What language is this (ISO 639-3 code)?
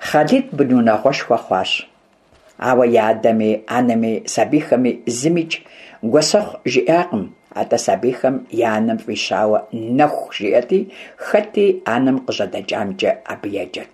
kbd